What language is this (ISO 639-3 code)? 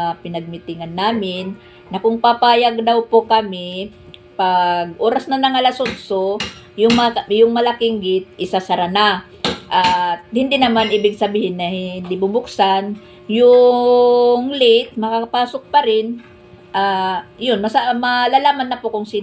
fil